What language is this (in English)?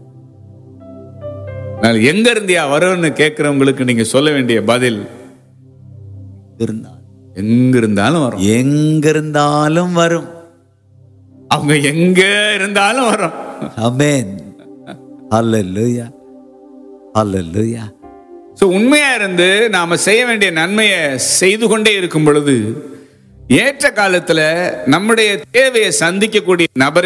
Tamil